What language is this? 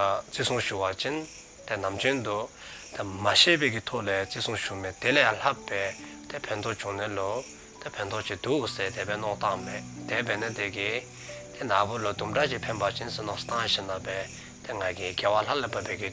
Dzongkha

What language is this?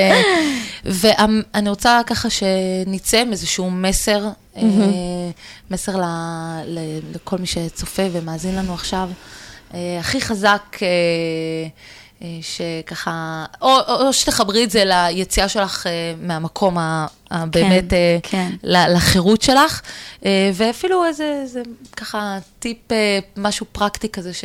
Hebrew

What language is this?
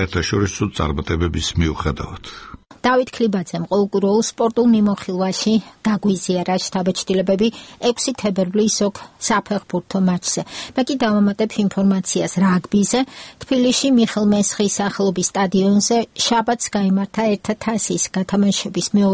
Georgian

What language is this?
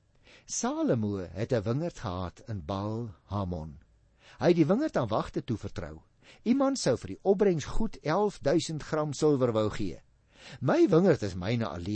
Afrikaans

